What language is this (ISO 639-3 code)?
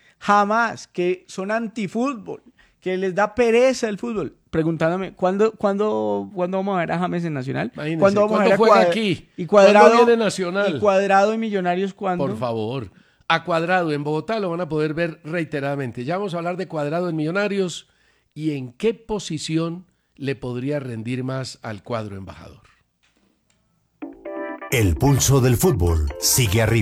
spa